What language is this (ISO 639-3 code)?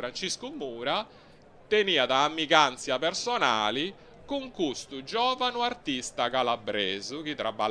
srd